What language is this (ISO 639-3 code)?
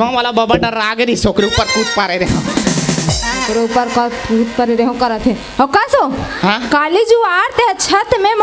hne